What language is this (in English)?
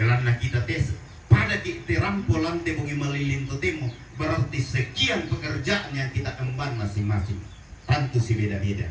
Toraja-Sa'dan